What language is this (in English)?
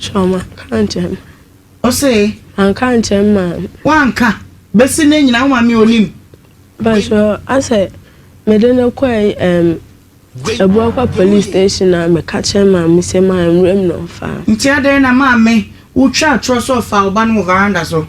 Akan